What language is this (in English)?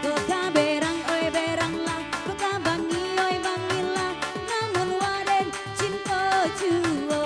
Minangkabau